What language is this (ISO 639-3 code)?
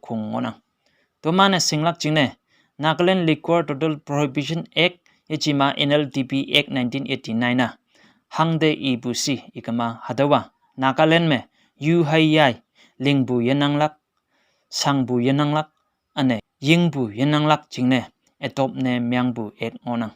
nbe